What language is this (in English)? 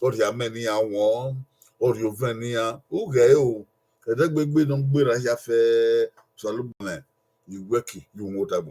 Bini